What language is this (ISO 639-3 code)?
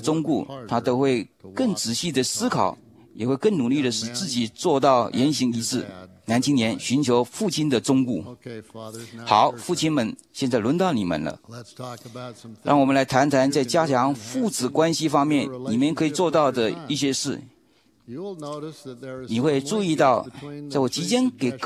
zho